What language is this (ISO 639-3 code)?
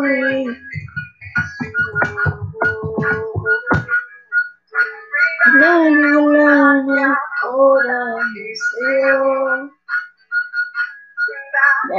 fil